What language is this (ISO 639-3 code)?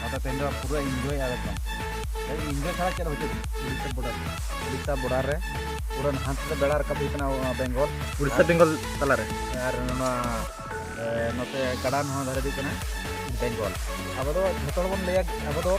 sat